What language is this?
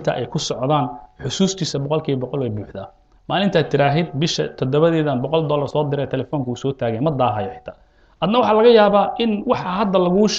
Somali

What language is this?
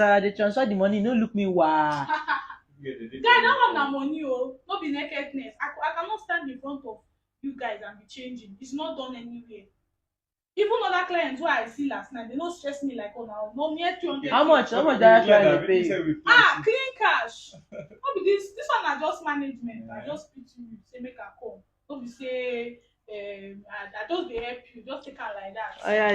Nigerian Pidgin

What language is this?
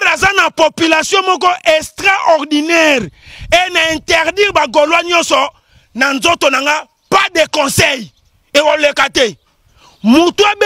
Lingala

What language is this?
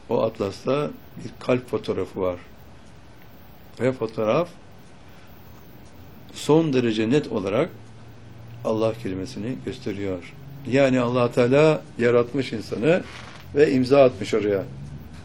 Turkish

